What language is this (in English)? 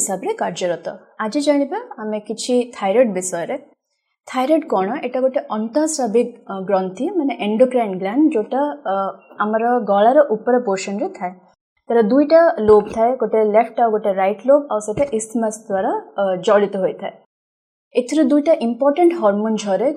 Odia